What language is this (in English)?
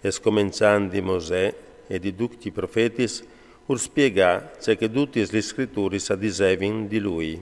Friulian